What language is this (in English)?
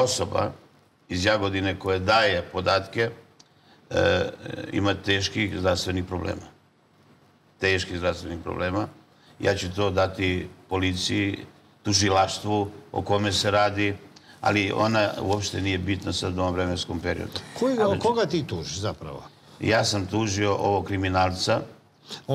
Serbian